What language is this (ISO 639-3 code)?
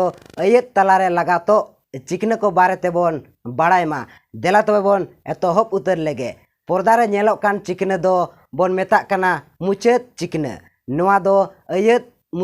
sat